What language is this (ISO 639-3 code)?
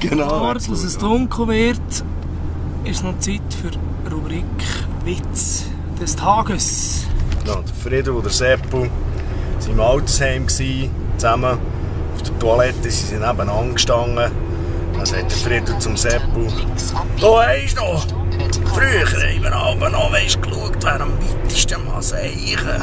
gsw